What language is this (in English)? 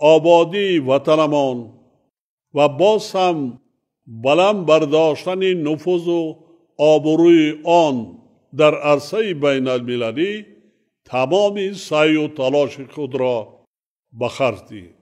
Tajik